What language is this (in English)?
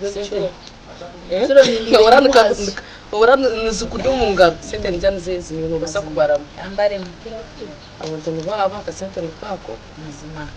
Nyankole